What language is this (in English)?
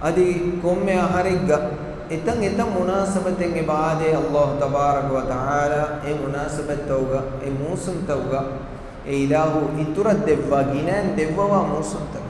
Divehi